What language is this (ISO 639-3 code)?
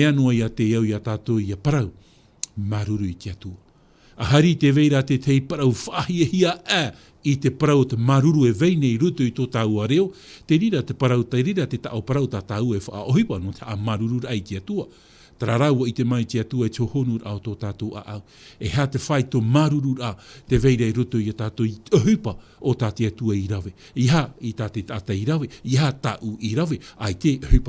tah